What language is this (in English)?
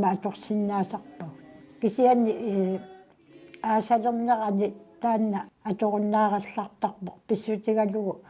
Kalaallisut